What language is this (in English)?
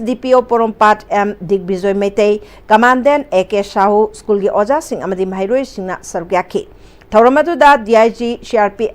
Manipuri